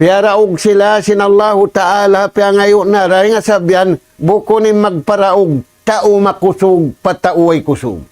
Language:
Tausug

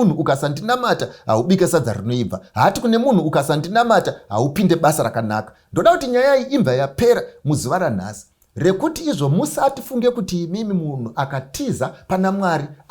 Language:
Shona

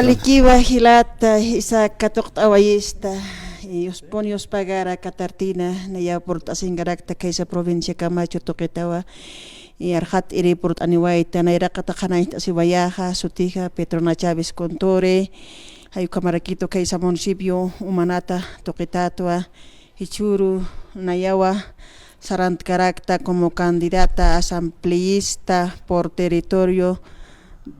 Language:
Aymara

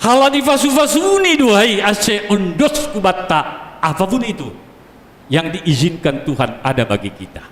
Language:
Batak Simalungun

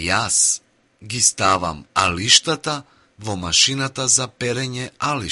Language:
Macedonian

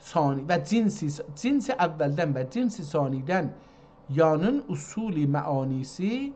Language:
South Azerbaijani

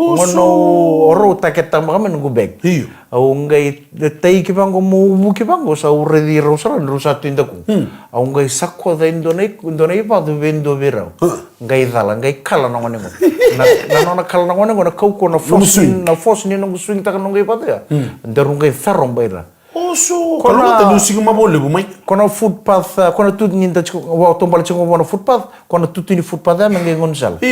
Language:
Fijian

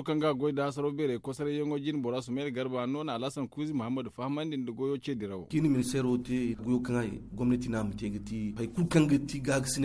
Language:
Zarma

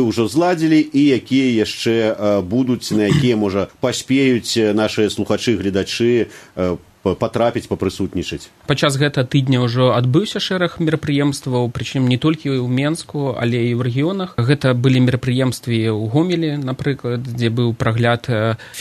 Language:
Belarusian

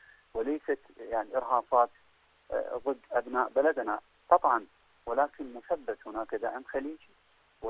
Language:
Arabic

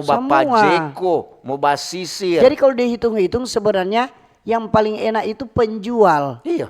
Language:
Manado Malay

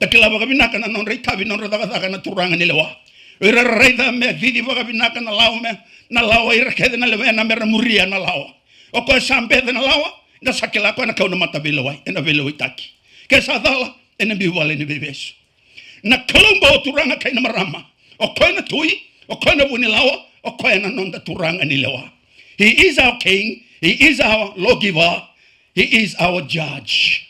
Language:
Fijian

